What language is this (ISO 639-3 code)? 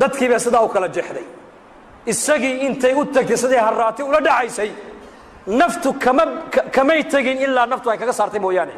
som